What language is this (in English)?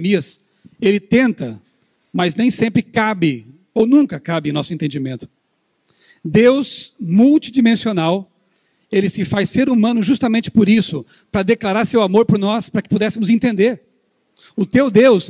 Portuguese